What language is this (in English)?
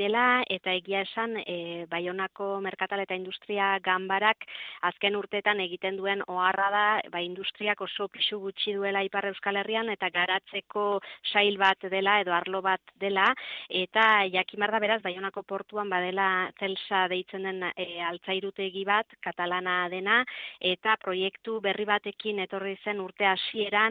Basque